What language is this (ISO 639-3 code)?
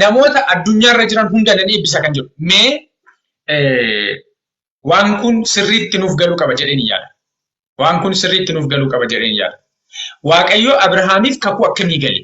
orm